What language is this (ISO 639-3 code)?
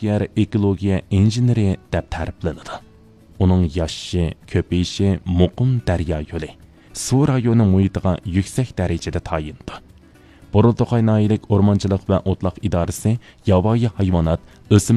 uig